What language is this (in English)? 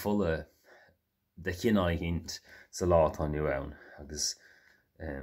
Irish